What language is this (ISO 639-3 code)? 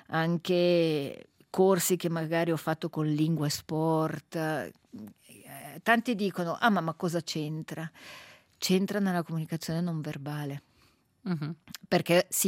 ita